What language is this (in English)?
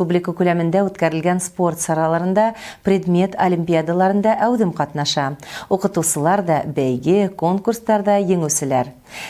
Bashkir